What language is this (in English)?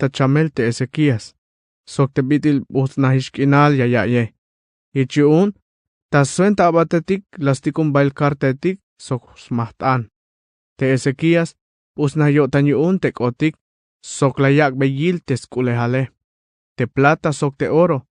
Tzeltal